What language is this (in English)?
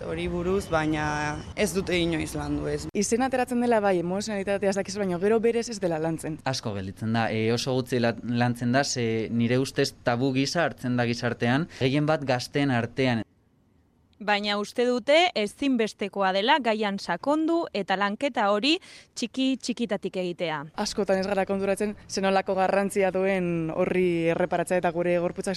Basque